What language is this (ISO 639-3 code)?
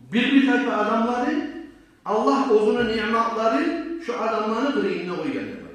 kum